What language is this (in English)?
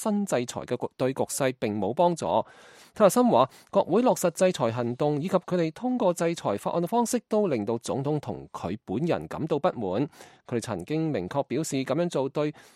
Cantonese